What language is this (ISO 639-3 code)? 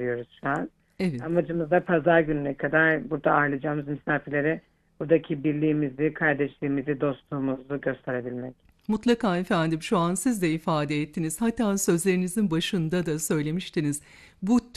tur